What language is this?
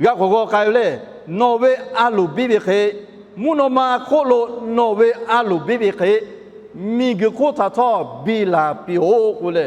Lahu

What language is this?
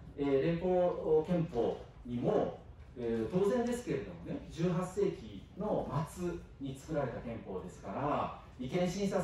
Japanese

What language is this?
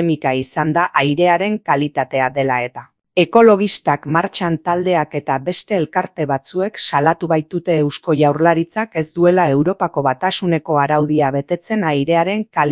Basque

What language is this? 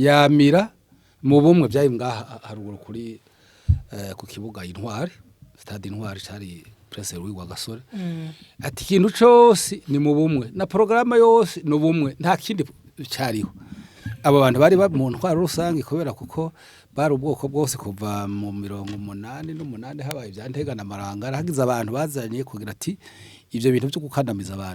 Rundi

